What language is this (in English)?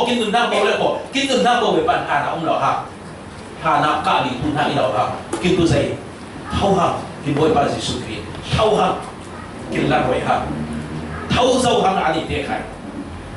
Falam Chin